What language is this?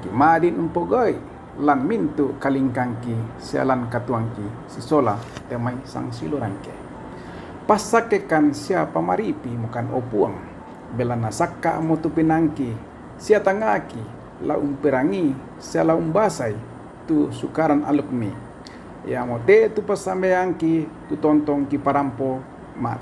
Toraja-Sa'dan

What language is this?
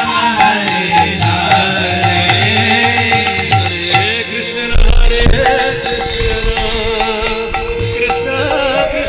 Kannada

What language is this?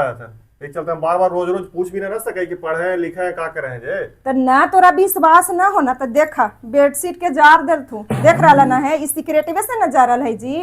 Magahi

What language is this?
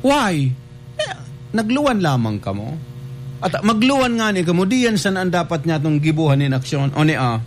Bikol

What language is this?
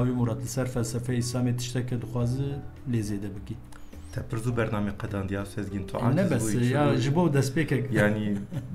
Kurdish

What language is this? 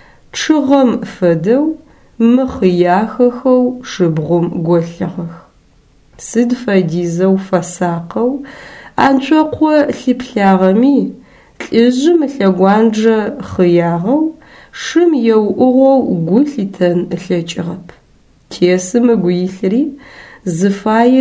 Adyghe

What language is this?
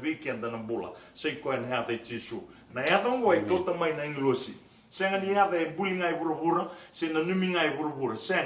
Fijian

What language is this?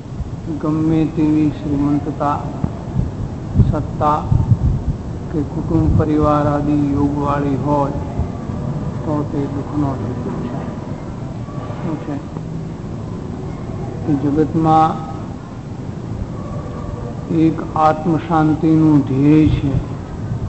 Gujarati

